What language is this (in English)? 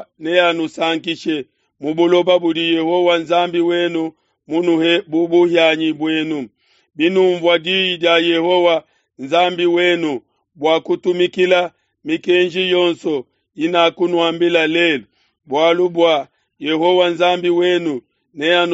Luba-Lulua